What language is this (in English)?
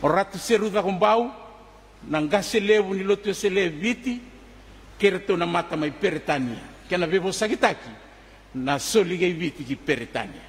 Fijian